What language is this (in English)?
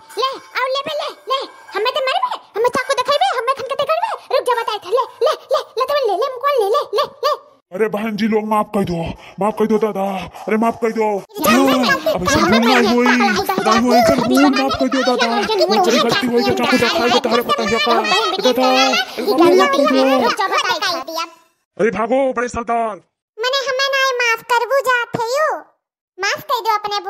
Awadhi